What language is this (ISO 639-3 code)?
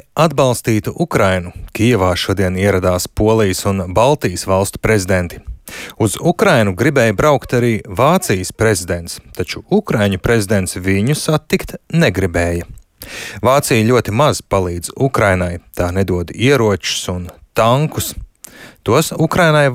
lav